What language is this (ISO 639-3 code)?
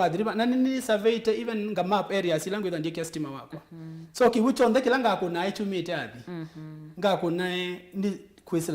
kam